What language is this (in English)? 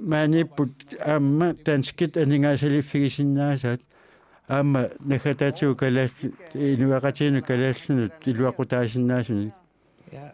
Kalaallisut